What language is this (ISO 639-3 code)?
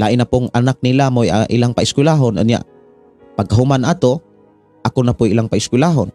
ceb